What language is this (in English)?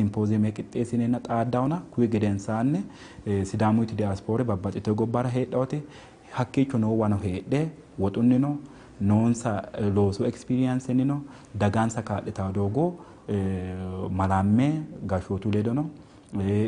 Sidamo